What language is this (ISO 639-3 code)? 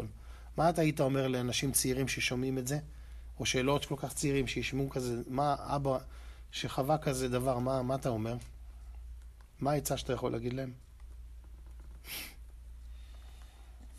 heb